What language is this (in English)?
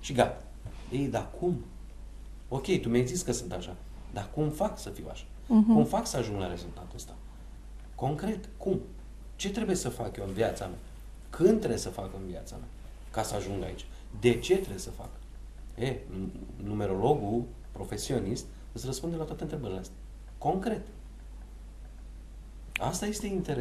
Romanian